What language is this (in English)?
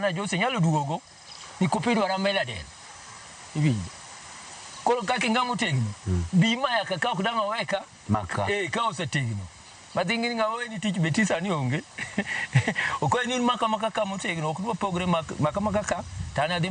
Luo (Kenya and Tanzania)